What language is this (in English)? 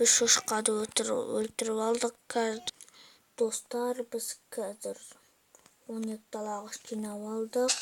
Kazakh